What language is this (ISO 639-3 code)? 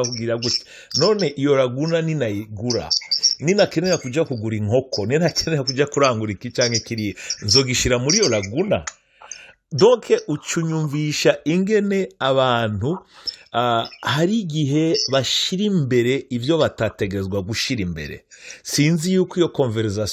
run